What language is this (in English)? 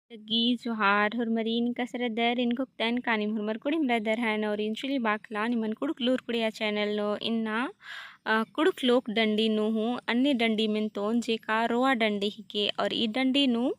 Kurukh